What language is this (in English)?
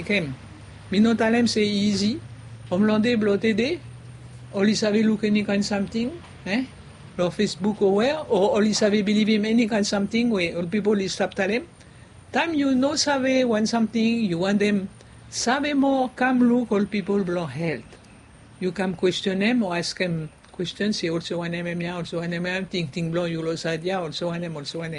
Bislama